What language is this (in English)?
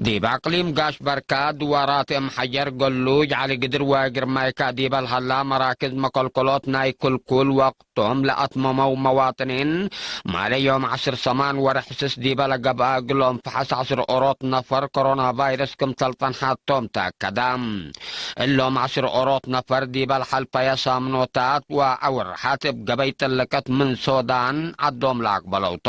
Tigre